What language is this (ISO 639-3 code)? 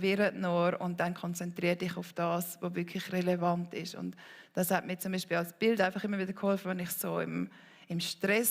gsw